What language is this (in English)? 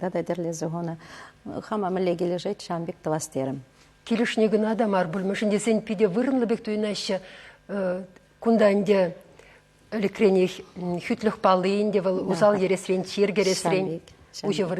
Chuvash